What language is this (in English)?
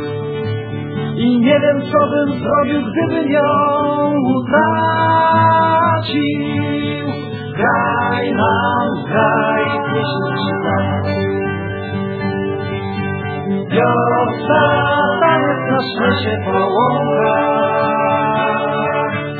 Polish